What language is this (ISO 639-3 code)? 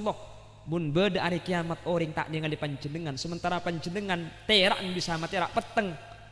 mad